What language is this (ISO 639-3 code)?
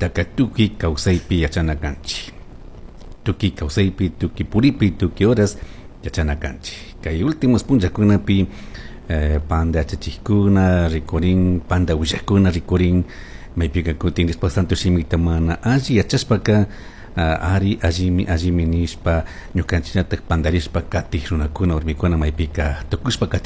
qug